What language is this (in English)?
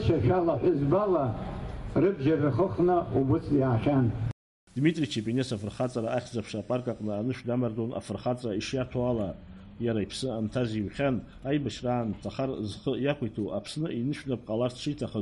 Abkhazian